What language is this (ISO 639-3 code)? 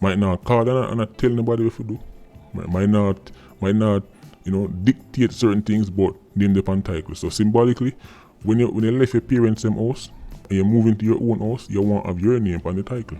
jam